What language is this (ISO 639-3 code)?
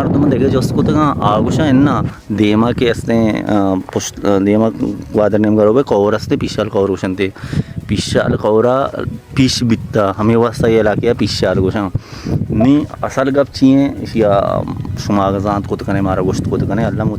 bal